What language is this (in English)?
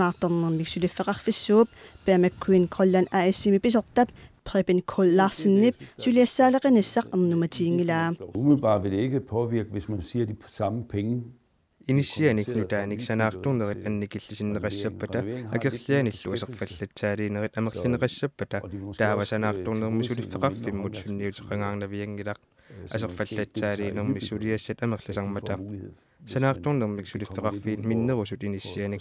Kalaallisut